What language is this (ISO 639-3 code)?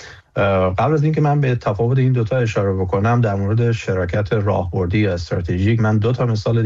fas